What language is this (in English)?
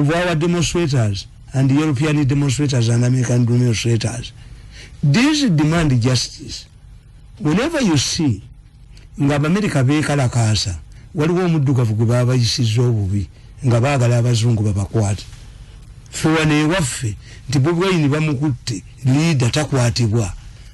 Ganda